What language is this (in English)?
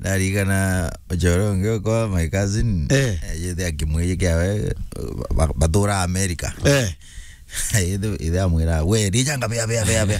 Meru